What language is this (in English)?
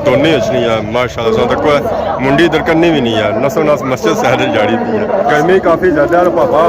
Pahari-Potwari